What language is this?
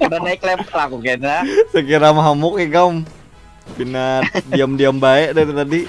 Banjar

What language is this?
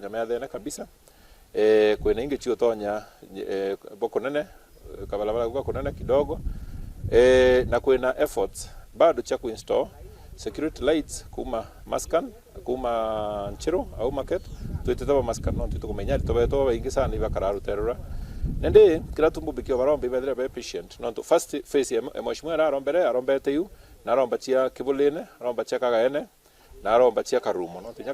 Meru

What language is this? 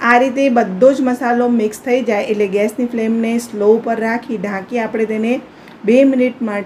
Gujarati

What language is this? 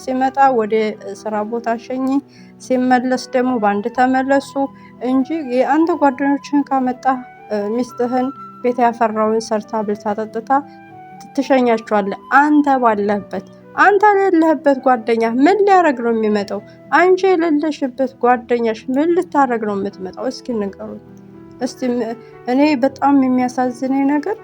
Amharic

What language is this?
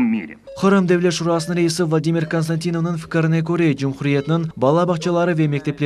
Crimean Tatar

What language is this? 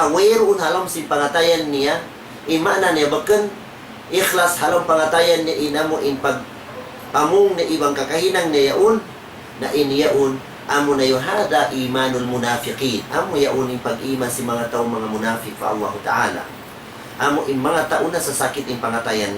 Tausug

